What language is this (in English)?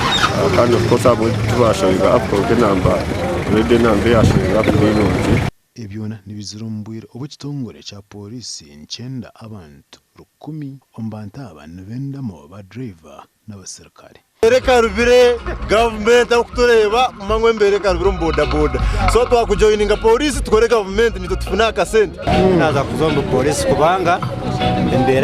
Nyankole